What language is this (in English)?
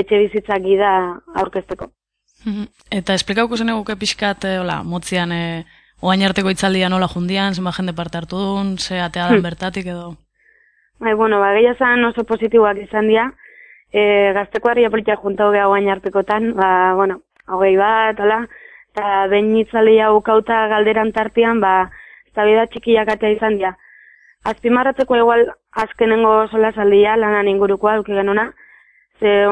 Basque